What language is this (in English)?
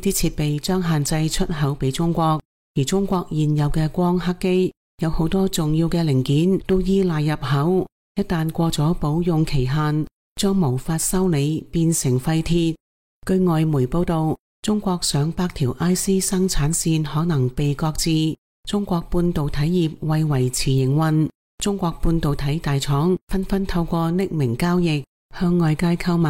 Cantonese